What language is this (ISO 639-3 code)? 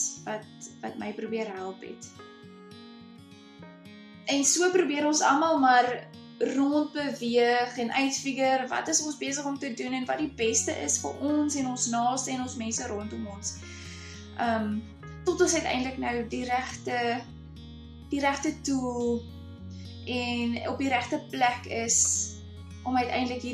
afr